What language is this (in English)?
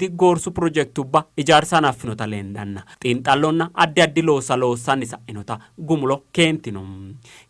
Sidamo